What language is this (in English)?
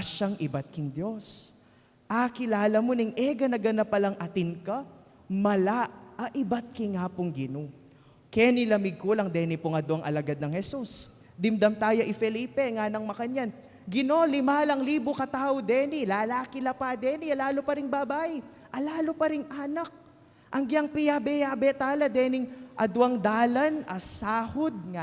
Pampanga